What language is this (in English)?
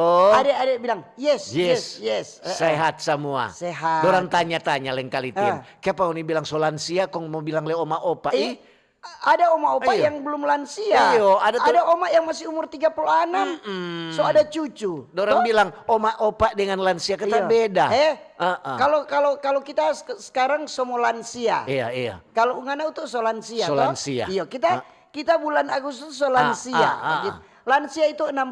Manado Malay